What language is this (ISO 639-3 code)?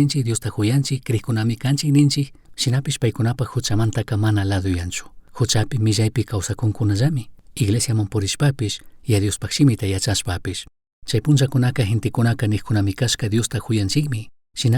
qug